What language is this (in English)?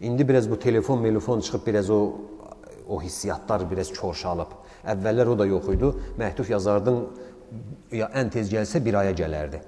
Azerbaijani